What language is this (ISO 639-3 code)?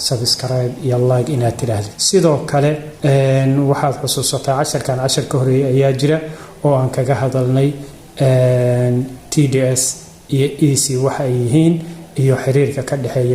som